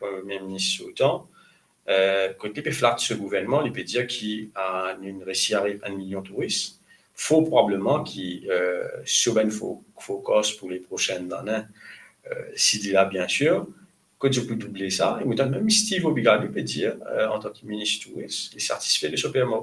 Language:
Morisyen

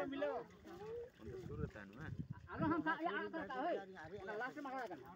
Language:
Santali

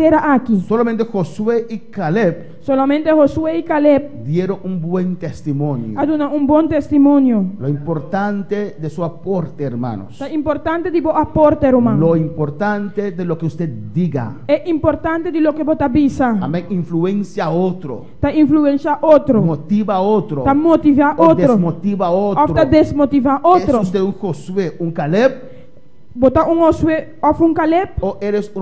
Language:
Papiamento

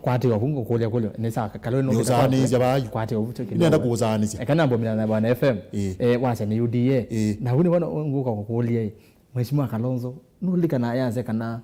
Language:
Kamba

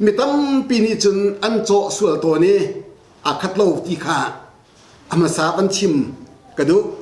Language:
Hakha Chin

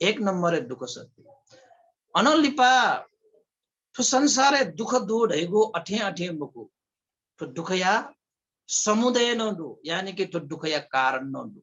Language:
Newari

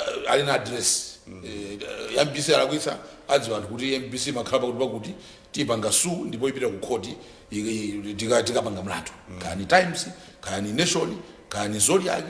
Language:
Nyanja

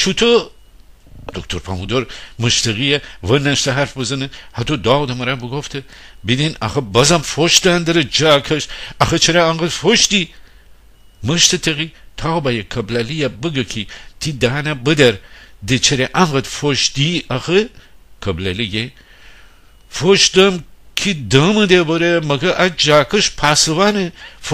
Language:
Gilaki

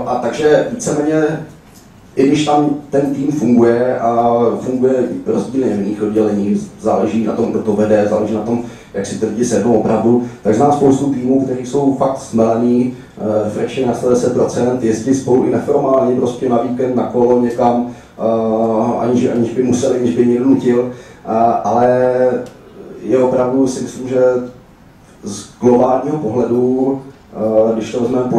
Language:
Czech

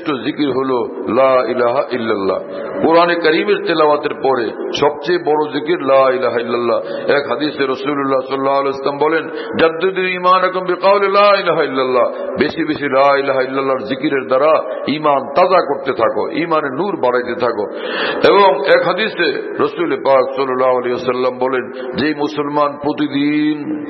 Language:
Bangla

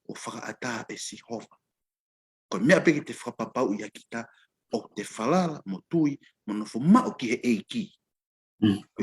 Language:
Tongan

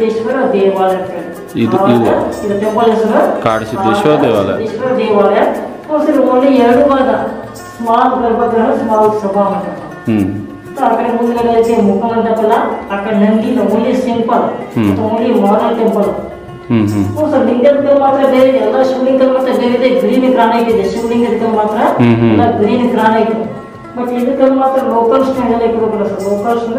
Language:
Kannada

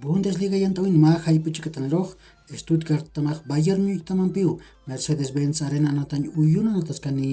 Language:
Aymara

